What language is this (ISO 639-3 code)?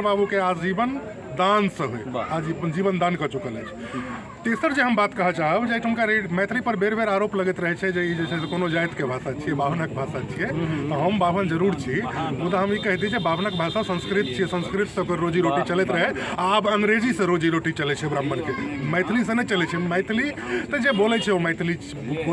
mai